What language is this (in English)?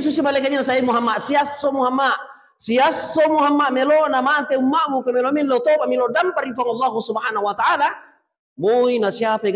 Buginese